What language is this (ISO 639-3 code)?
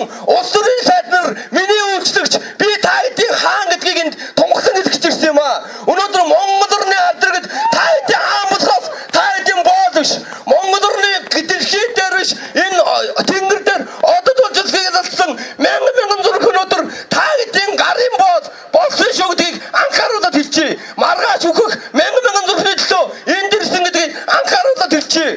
mon